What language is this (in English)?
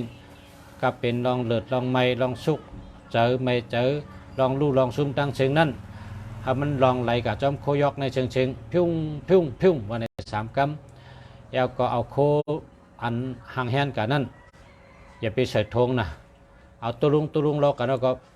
Shan